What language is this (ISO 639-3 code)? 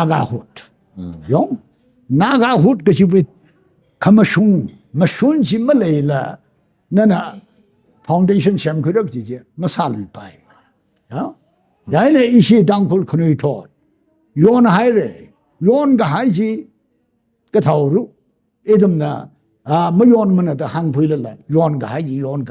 nmf